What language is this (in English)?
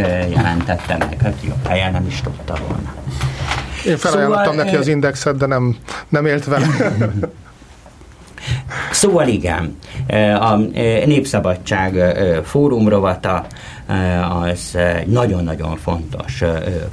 Hungarian